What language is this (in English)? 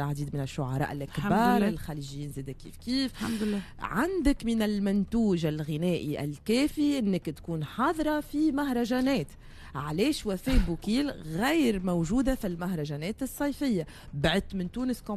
Tunisian Arabic